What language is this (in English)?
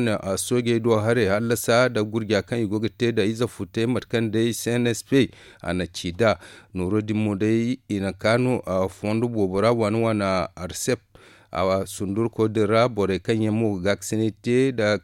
Zarma